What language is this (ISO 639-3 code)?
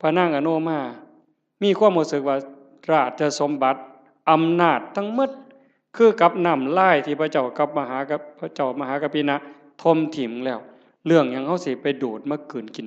tts